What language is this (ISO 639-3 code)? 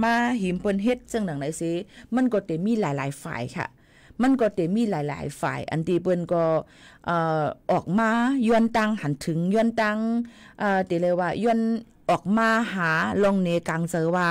shn